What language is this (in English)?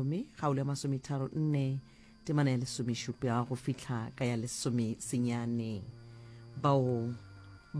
Northern Sotho